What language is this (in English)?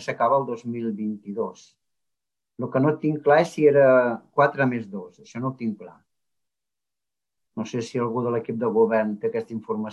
Catalan